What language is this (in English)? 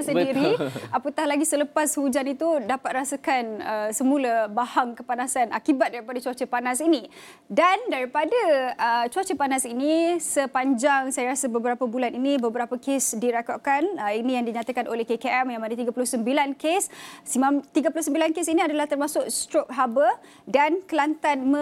Malay